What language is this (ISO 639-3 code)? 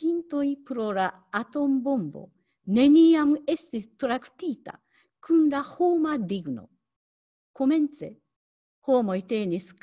epo